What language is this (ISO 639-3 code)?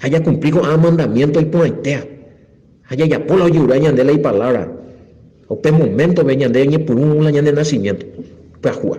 grn